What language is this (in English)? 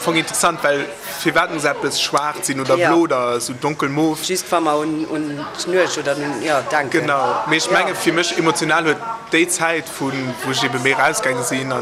Luxembourgish